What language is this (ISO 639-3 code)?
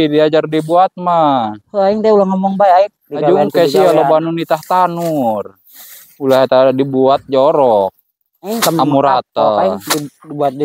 sun